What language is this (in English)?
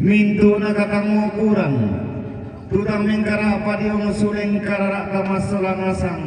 Toraja-Sa'dan